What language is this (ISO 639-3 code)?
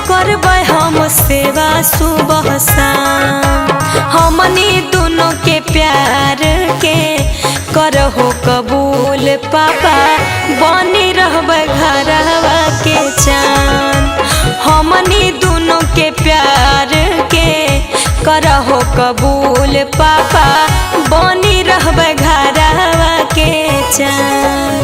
mag